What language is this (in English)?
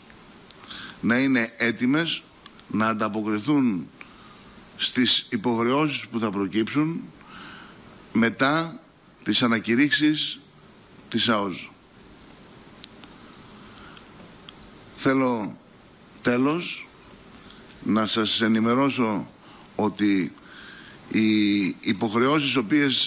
Greek